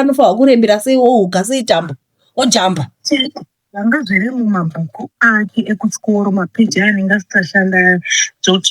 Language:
Shona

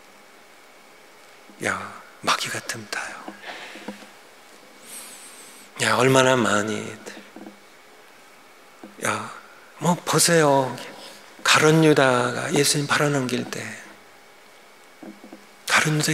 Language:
Korean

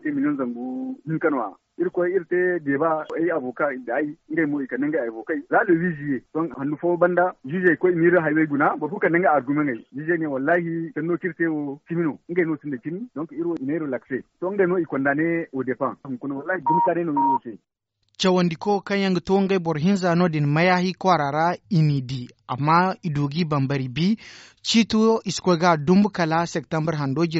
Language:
Zarma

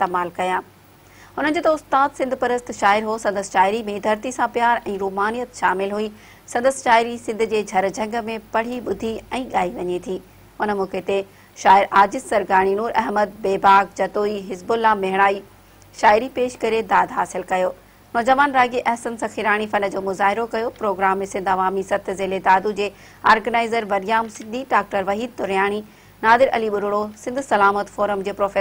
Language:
Sindhi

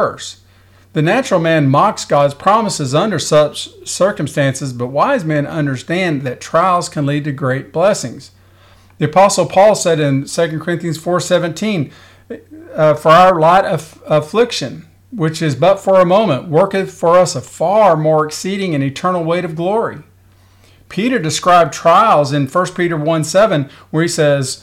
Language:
English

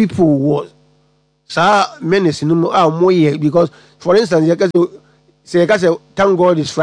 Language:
Akan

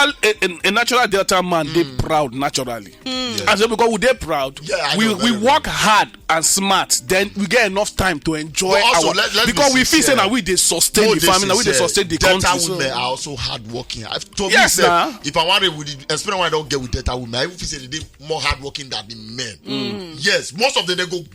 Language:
Nigerian Pidgin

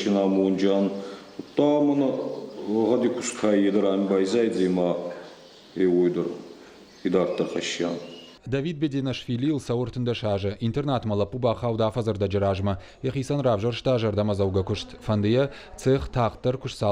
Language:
Ossetic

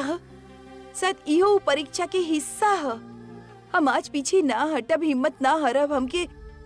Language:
Bhojpuri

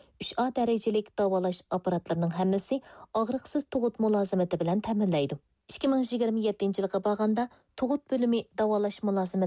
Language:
Uyghur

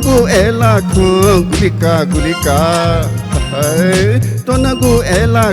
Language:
Newari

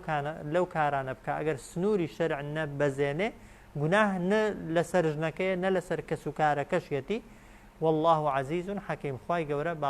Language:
Central Kurdish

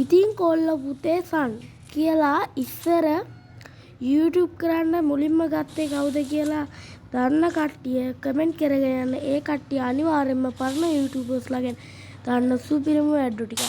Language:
Sinhala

